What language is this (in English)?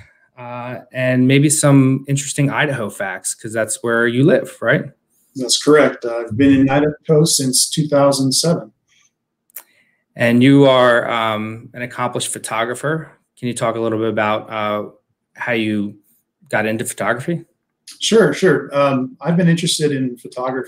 English